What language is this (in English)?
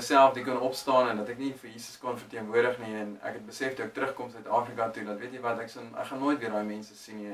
Afrikaans